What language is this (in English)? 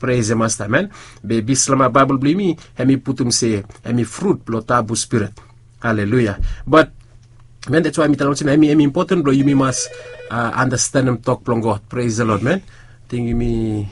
Bislama